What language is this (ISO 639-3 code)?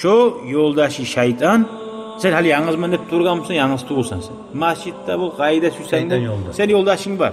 kum